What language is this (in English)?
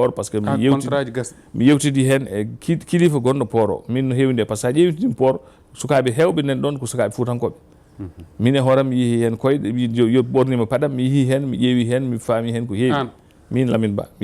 Fula